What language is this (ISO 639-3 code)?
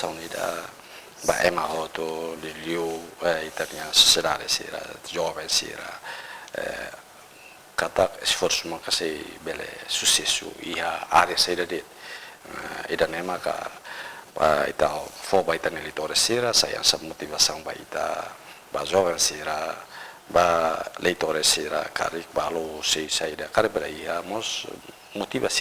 tet